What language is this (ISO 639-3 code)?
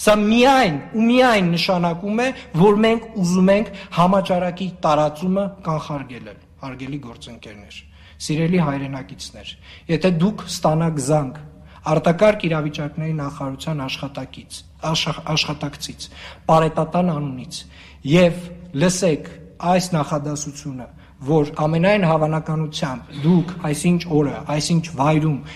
hye